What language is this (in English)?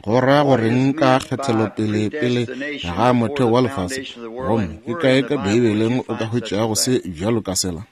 Northern Sotho